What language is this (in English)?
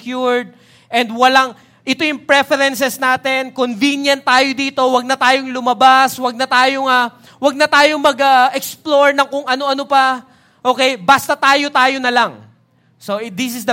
Filipino